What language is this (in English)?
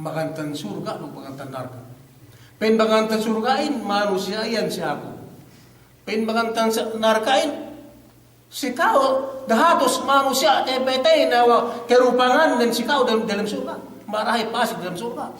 Yakan